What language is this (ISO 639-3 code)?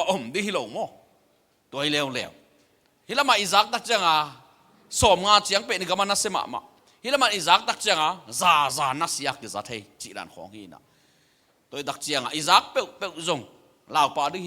ctd